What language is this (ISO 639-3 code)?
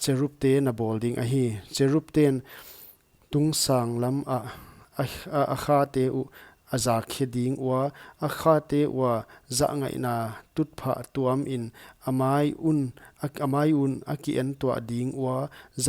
pck